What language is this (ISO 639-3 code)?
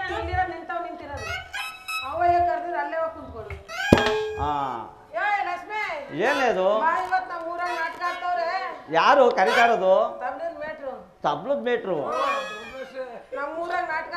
kan